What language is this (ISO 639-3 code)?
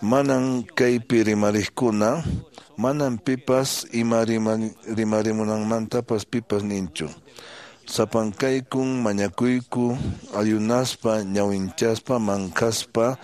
que